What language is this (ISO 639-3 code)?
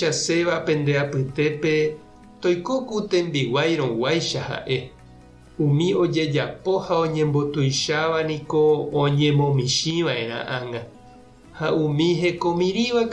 grn